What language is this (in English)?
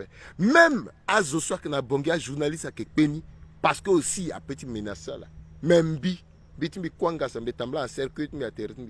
Sango